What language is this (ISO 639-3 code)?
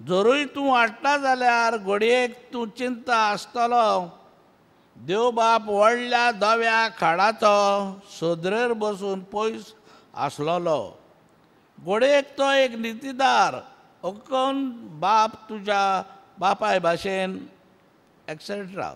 kok